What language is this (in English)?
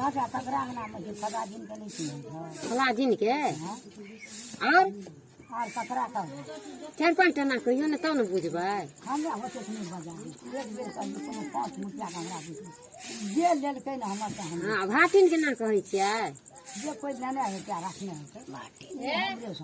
Maithili